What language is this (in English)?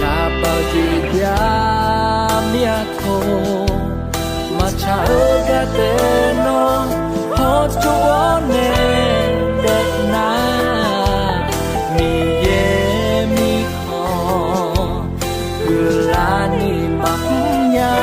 Akha